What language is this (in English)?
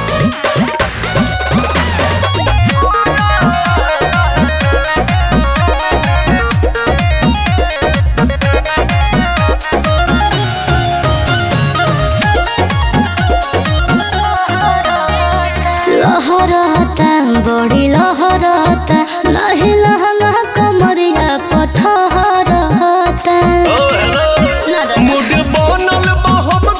Bhojpuri